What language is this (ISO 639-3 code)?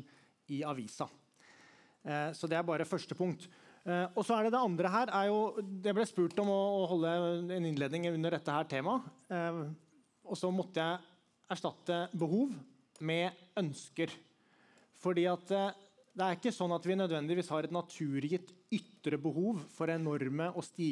nor